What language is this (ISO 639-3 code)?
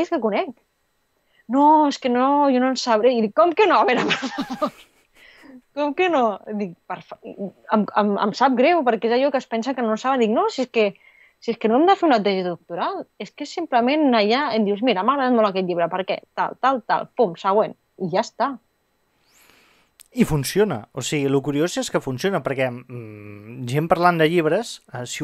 cat